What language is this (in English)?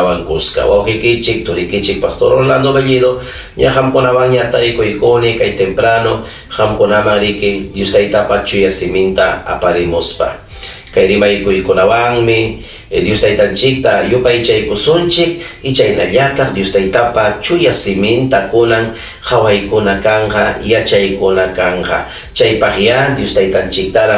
Ayacucho Quechua